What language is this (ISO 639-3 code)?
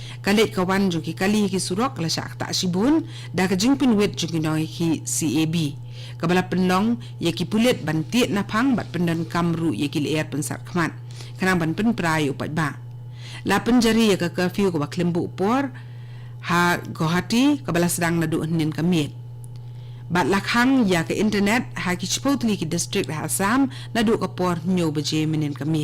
kha